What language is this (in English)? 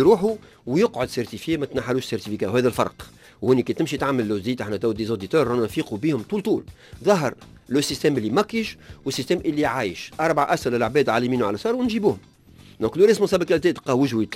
Tunisian Arabic